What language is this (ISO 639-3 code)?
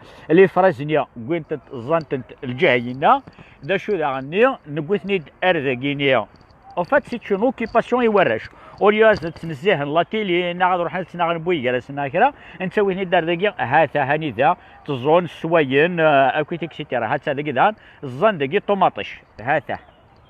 kab